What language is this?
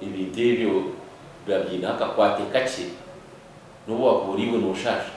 Nyankole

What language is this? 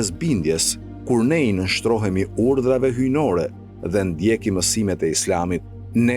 Albanian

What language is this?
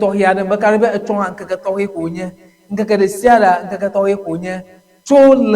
Ewe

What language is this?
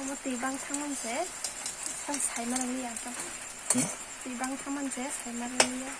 Kok Borok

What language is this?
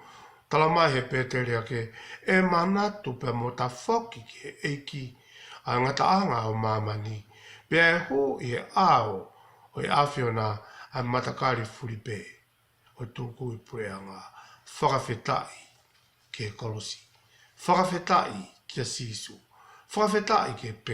Tongan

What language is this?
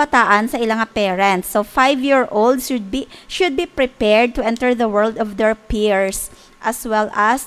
Hiligaynon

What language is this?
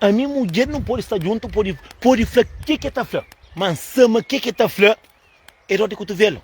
Kabuverdianu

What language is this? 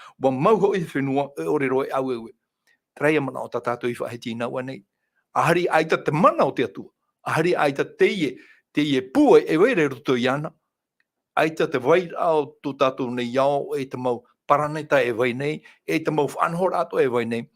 Tahitian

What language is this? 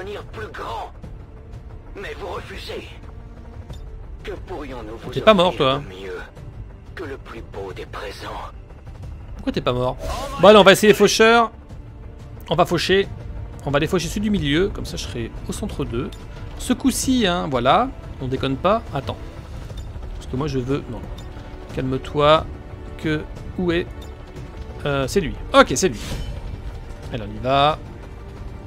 French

